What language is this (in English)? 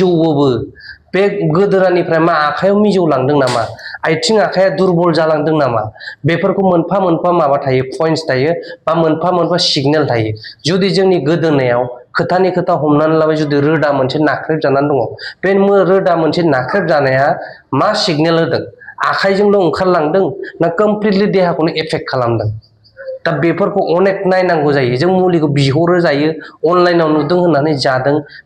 Bodo